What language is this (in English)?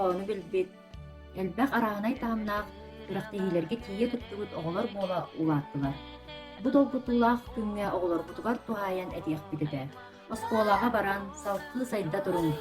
Yakut